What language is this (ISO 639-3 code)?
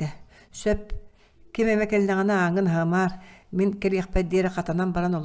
sah